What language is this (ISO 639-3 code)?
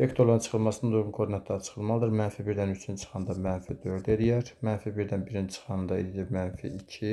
aze